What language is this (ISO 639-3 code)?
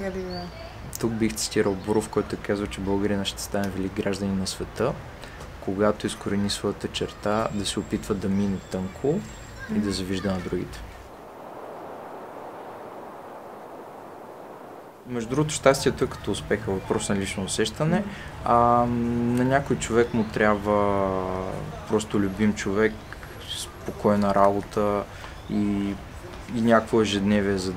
bul